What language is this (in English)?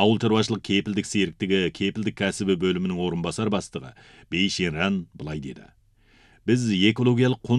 Kazakh